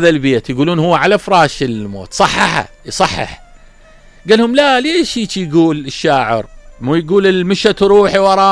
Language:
Mesopotamian Arabic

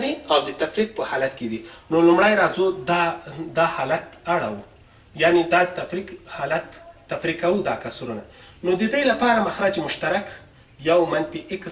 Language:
Pashto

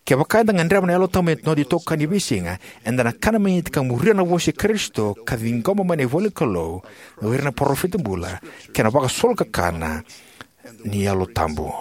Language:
Fijian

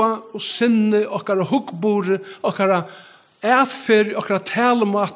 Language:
Faroese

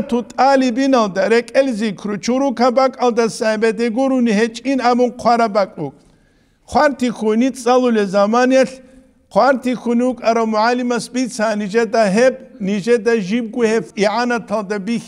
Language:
Avaric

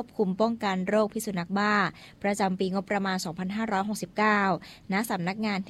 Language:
Thai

